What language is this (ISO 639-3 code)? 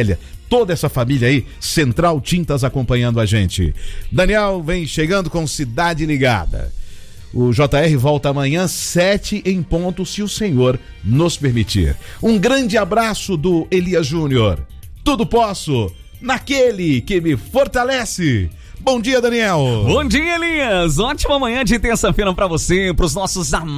por